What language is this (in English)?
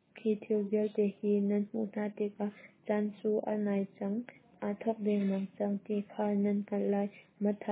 Hakha Chin